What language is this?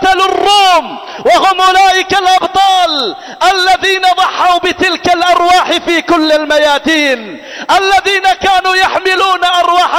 Arabic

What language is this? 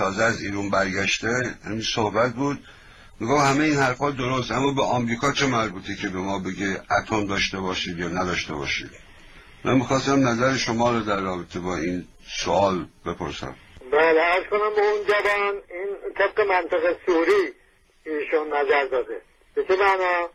Persian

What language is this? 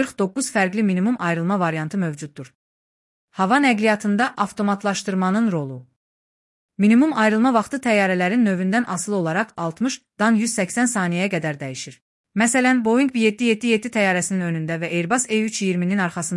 Azerbaijani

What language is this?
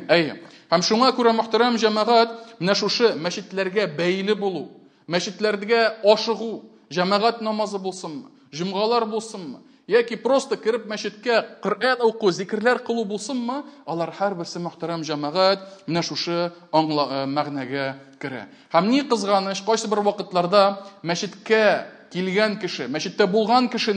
Tatar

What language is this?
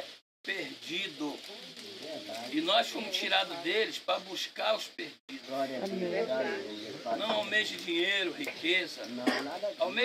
Portuguese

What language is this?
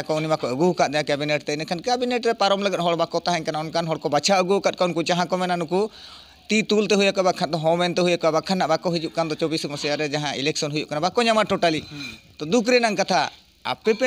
Santali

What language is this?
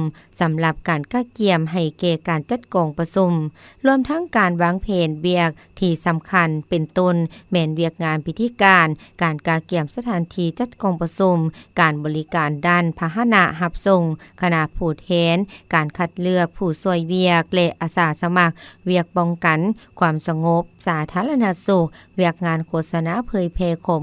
Lao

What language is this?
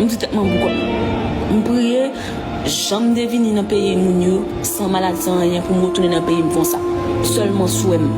Haitian Creole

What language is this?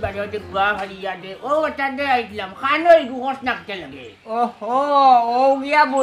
Sylheti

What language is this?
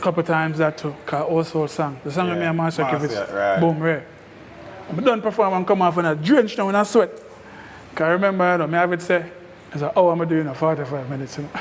Jamaican Creole English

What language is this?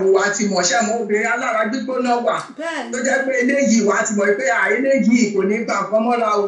Yoruba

